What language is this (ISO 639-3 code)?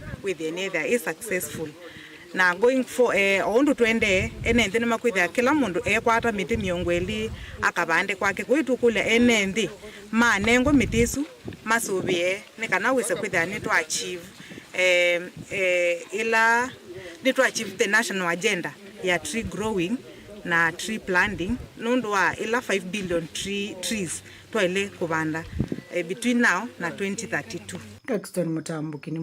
kam